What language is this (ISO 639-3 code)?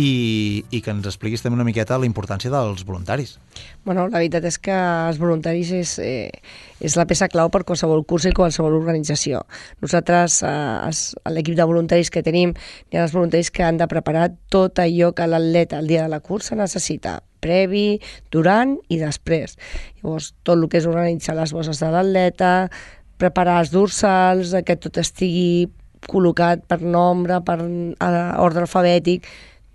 cat